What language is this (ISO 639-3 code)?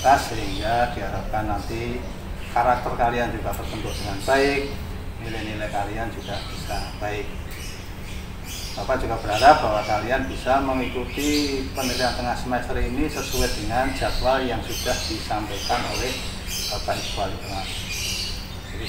ind